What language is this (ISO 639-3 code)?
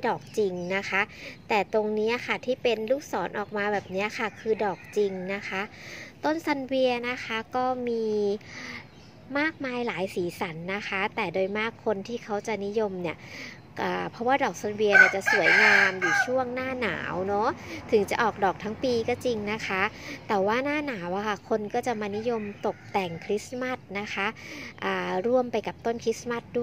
tha